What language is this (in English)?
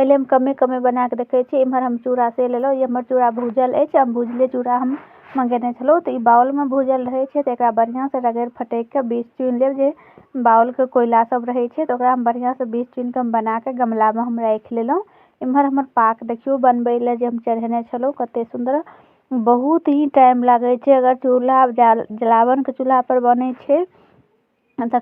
Maithili